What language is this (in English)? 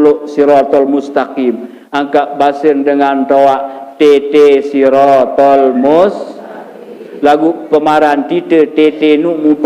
Sasak